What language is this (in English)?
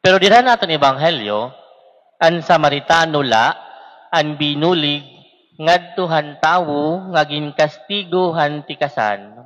Waray